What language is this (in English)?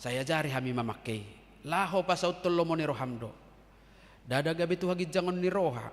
Batak Toba